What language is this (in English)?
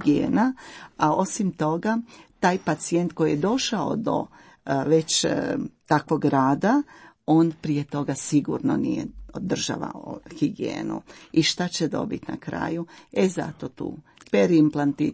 Croatian